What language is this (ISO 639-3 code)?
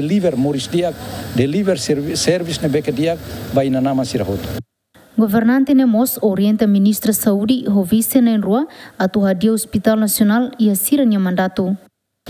tet